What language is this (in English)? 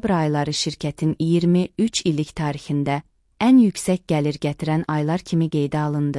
Azerbaijani